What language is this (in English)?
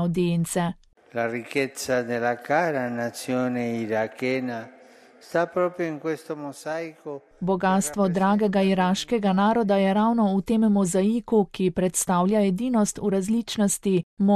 Slovenian